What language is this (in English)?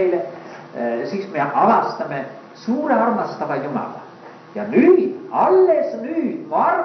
Estonian